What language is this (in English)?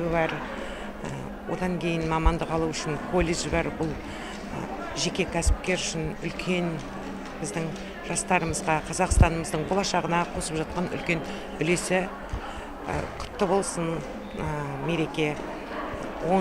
Kazakh